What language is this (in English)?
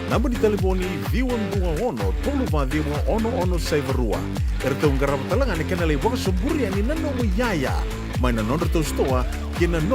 Fijian